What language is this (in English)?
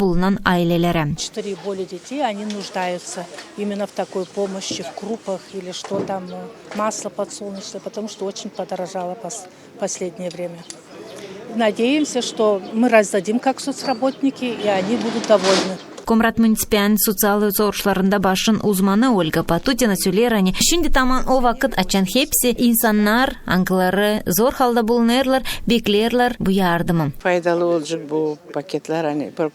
Gagauz